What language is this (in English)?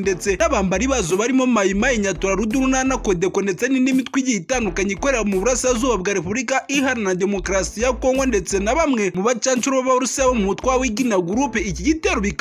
Kinyarwanda